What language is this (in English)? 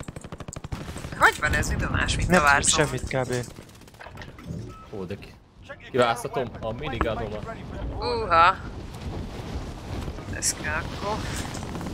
Hungarian